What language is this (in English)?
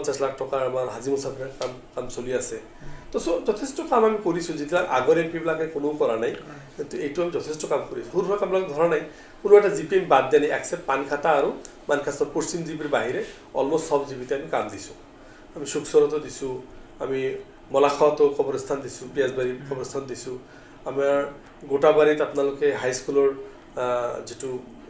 Assamese